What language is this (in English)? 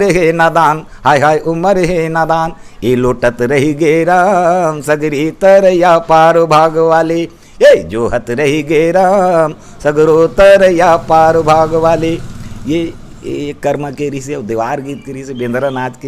Chhattisgarhi